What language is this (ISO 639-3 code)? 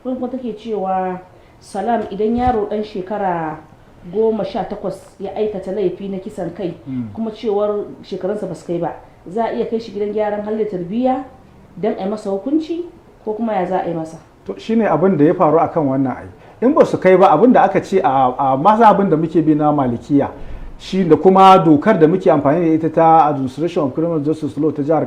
hau